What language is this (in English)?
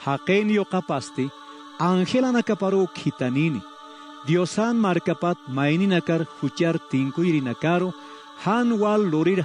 Aymara